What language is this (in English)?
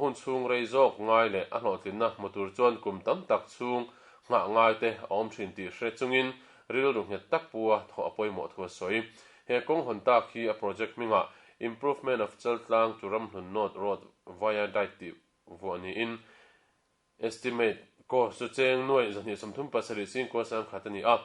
Mizo